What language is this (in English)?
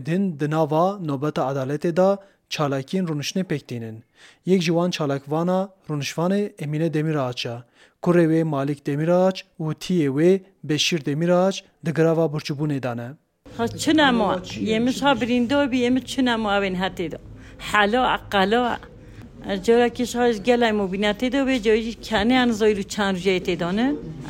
Kurdish